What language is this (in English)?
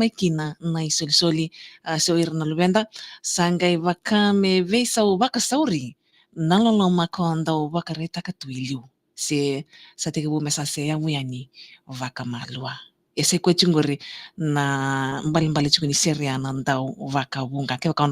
Fijian